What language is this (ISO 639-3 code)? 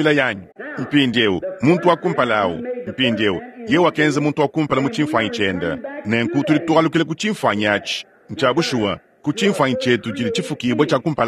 lua